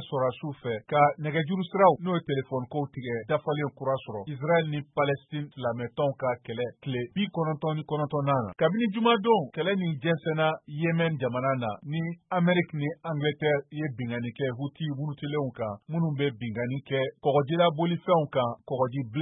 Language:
Bambara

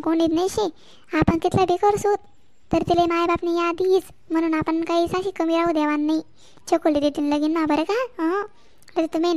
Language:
Khandesi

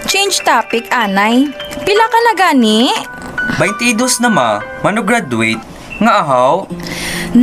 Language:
Hiligaynon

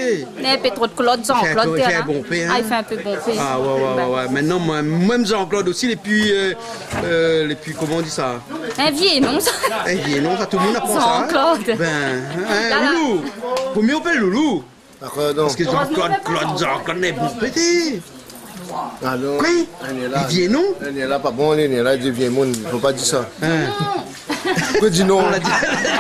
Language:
Réunion Creole French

